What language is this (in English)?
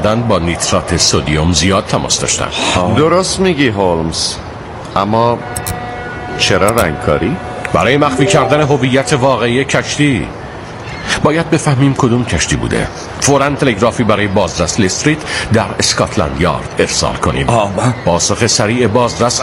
Persian